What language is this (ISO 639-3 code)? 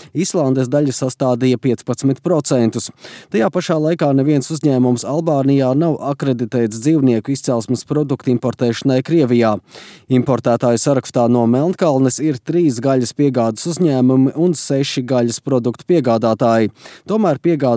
lav